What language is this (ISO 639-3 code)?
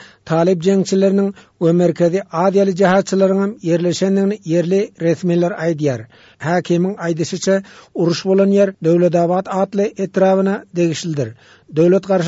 tuk